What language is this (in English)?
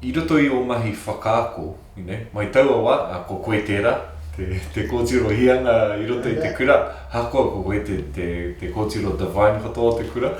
Māori